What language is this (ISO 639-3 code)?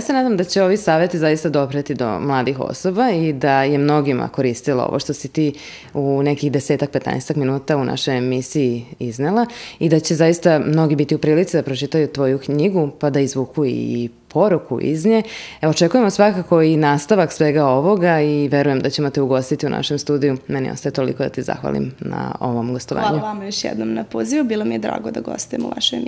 srp